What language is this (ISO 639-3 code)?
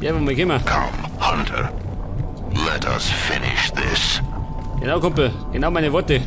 bar